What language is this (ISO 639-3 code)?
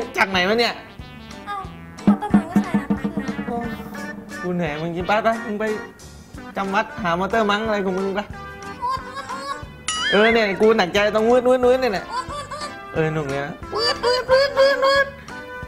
tha